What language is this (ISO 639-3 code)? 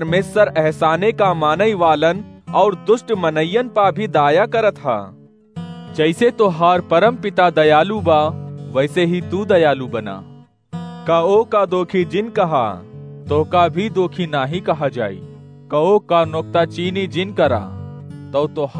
awa